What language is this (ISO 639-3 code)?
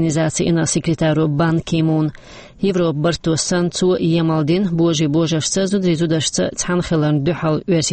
che